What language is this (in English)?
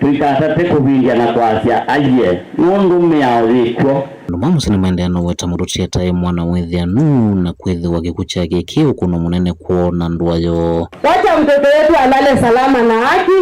Kamba